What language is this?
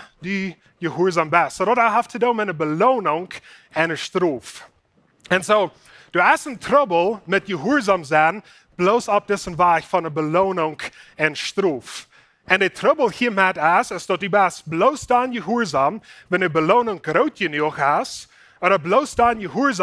Plautdietsch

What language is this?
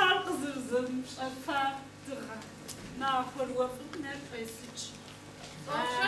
Kabardian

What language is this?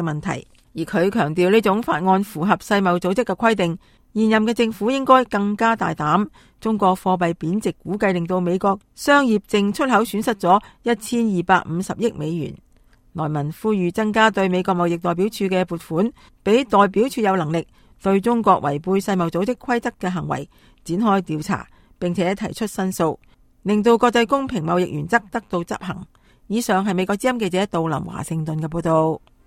Cantonese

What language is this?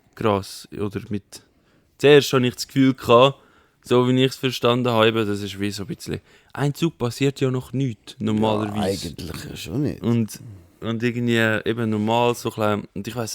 Swiss German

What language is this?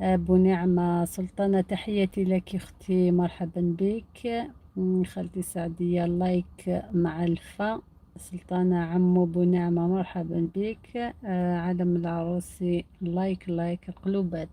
Algerian Arabic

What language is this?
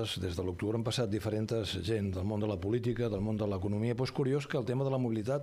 Catalan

